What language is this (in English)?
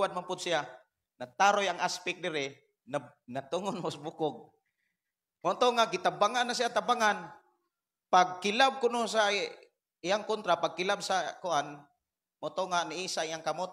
Cebuano